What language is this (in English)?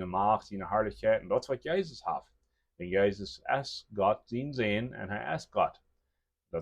Plautdietsch